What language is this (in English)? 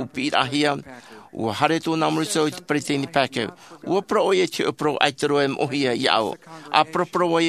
Tahitian